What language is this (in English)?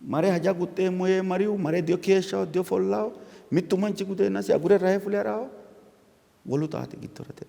Sidamo